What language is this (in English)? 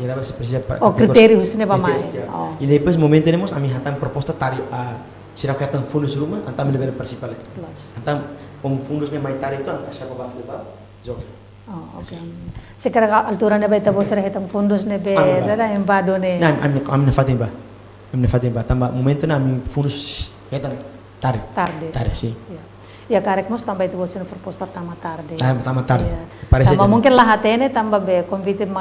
Tetum